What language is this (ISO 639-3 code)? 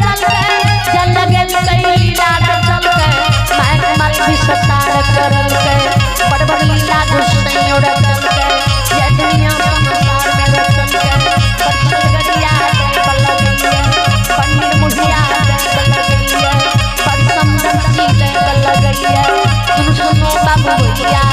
mai